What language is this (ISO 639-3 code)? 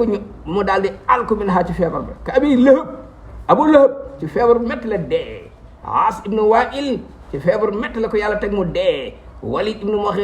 wol